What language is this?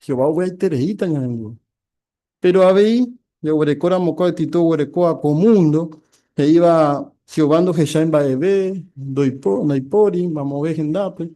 Guarani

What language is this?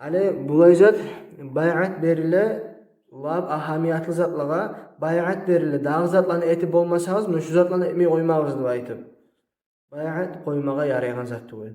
Kumyk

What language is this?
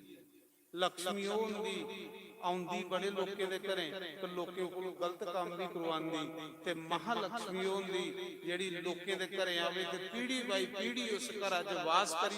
Dogri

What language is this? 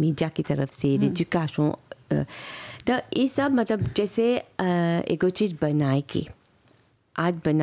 Bhojpuri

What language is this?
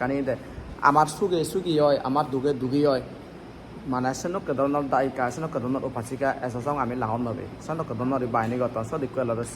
Chakma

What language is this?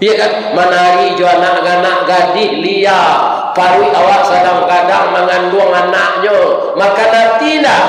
Minangkabau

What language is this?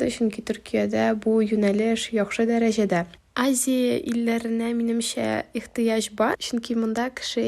Tatar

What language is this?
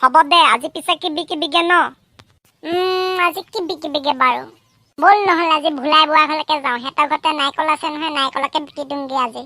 Assamese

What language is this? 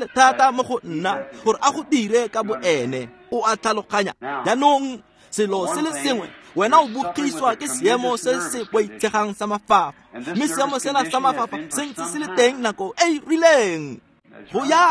Tswana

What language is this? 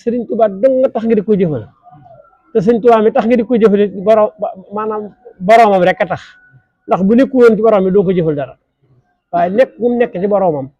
Wolof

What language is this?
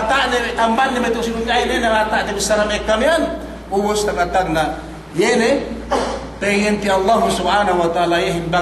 Yakan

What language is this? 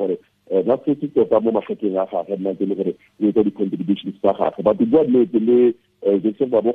Tswana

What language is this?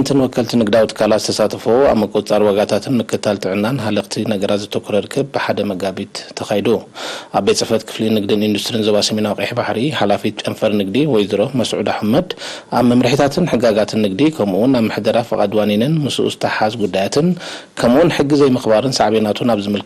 Tigrinya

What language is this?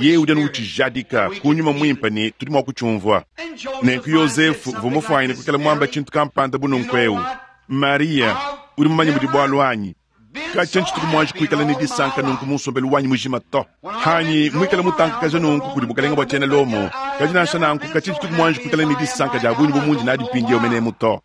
Luba-Lulua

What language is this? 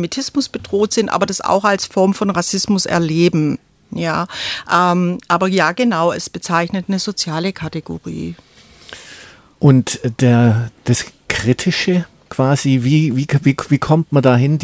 German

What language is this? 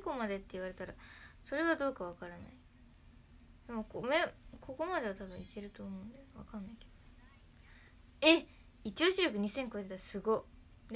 Japanese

